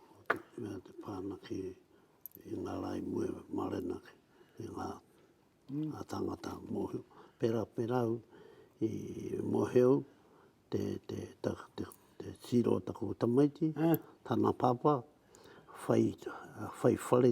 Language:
Māori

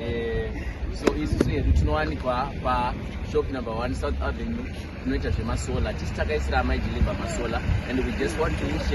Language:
Shona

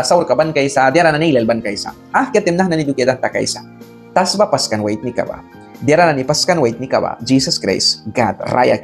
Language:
Mískito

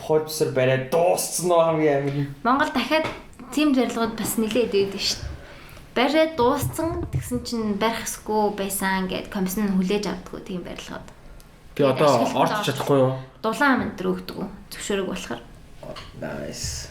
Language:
Mongolian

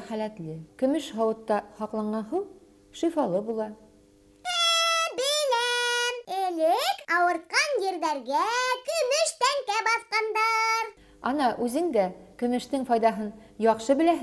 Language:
Bashkir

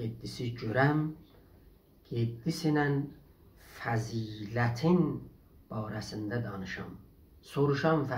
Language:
South Azerbaijani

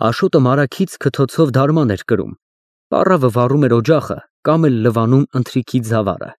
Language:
Armenian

